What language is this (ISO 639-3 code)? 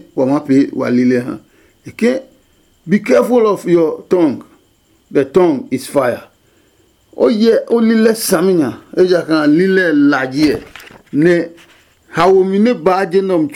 ada